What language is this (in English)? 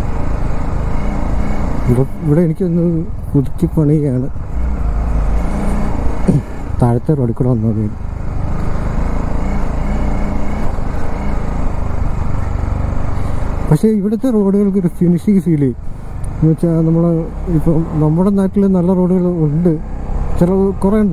Malayalam